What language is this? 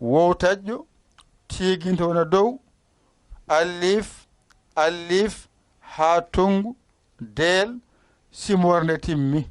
Fula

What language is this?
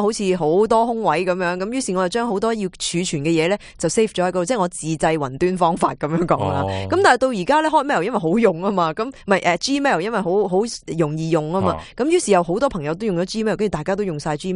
Cantonese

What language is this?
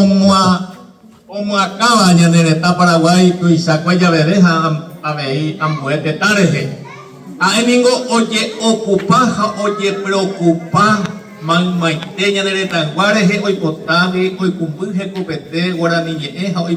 Guarani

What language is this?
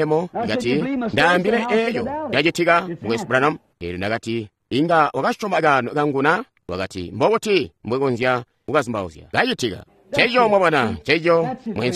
Tonga (Zambia)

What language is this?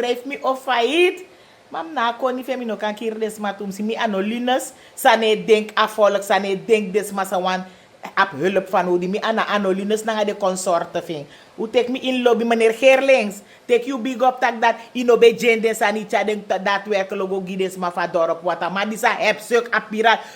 Sranan Tongo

